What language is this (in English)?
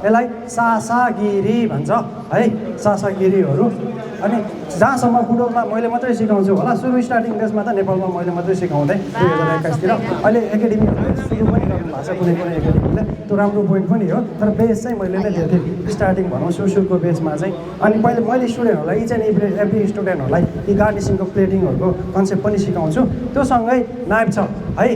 Nepali